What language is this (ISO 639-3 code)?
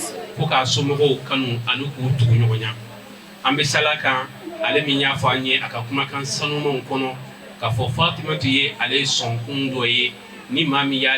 bam